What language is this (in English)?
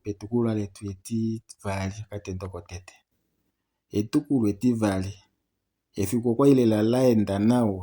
Kuanyama